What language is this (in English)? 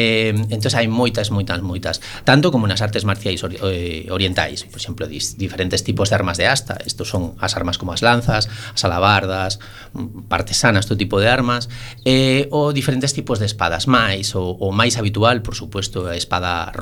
Galician